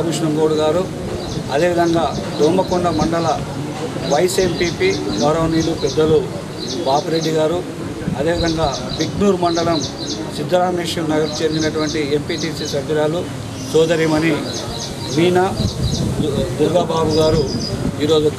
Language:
Telugu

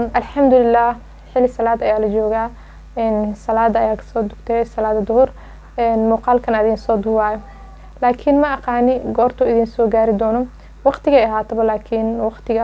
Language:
Somali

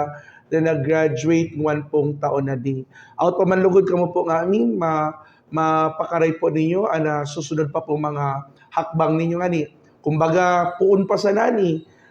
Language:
Buhi'non Bikol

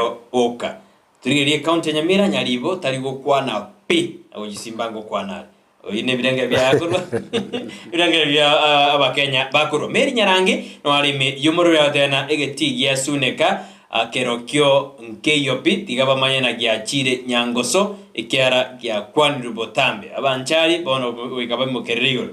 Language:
Gusii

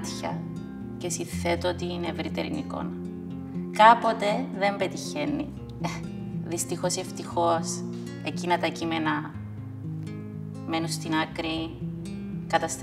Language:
Greek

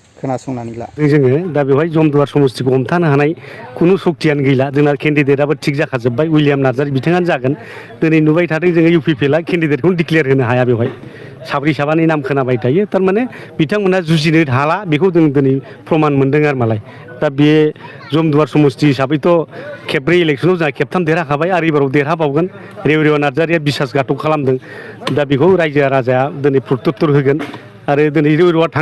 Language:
Bodo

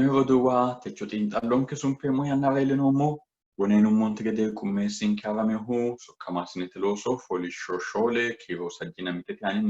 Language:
Sidamo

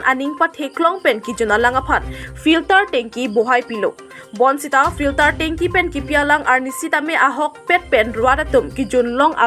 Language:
Karbi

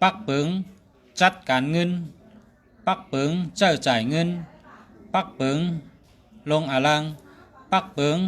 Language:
Shan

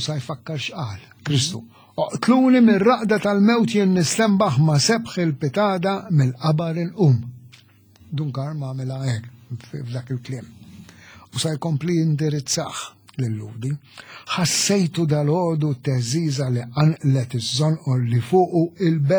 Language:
Maltese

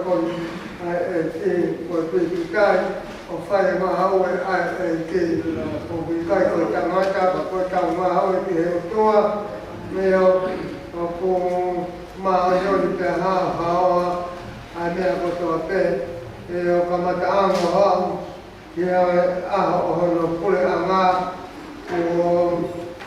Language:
Tongan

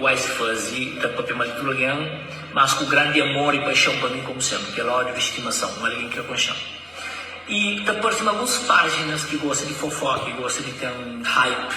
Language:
Kabuverdianu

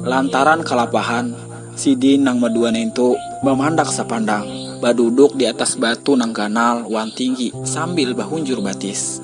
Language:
Banjar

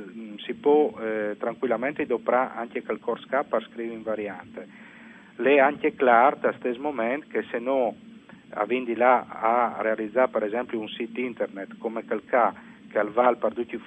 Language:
Friulian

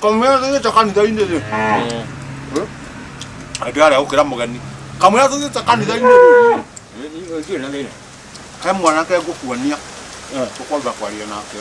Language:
Kikuyu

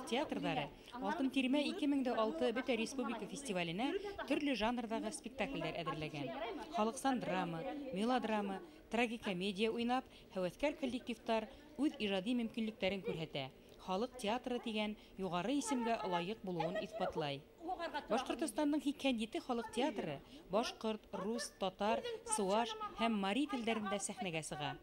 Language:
Bashkir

